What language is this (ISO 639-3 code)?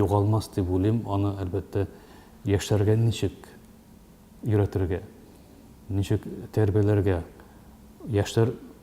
tat